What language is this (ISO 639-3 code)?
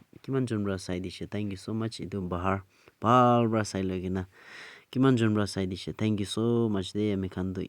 nag